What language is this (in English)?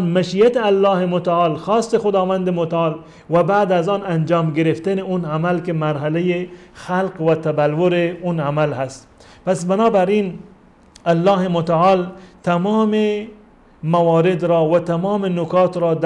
Persian